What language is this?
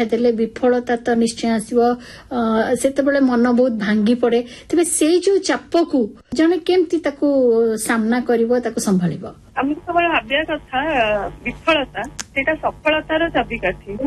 Odia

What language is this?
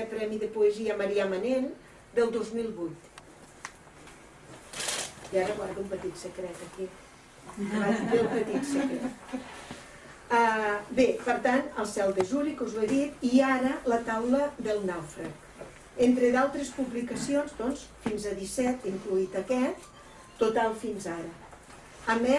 Catalan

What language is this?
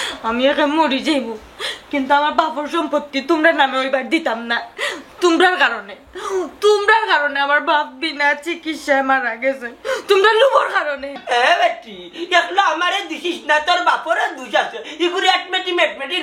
Sylheti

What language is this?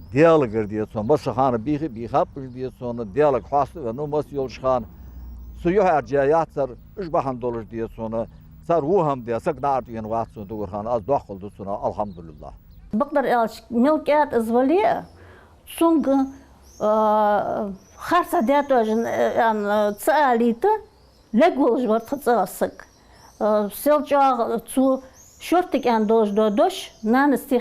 Ingush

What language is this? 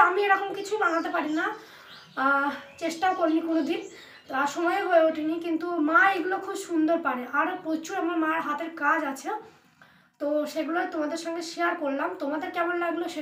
Bangla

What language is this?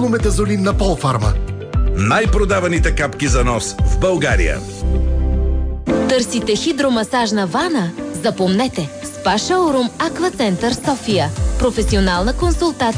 Bulgarian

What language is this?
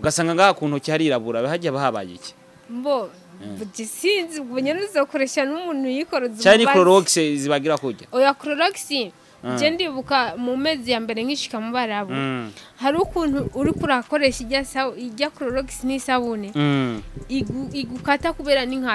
Rundi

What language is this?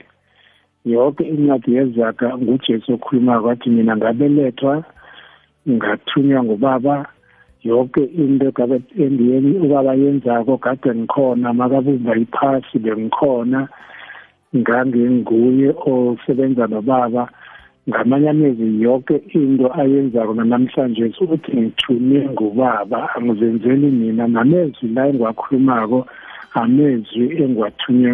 South Ndebele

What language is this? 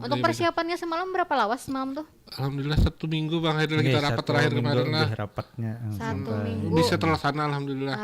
Banjar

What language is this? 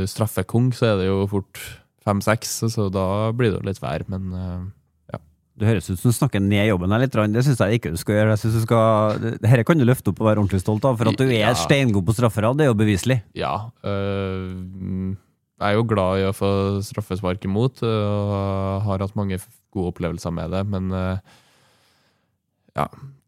Norwegian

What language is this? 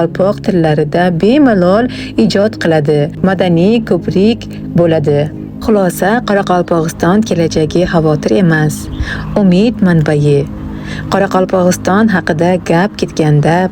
Uzbek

